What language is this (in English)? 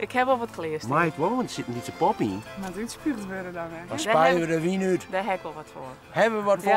Western Frisian